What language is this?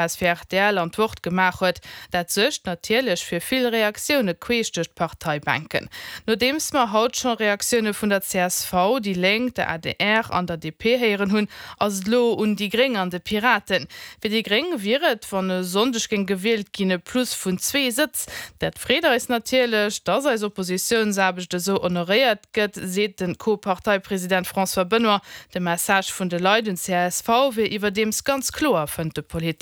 Luxembourgish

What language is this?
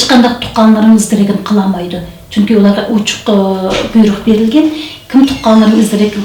Uyghur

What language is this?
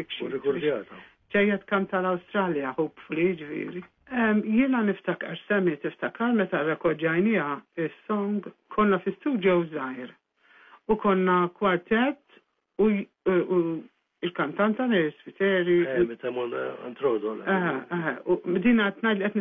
Maltese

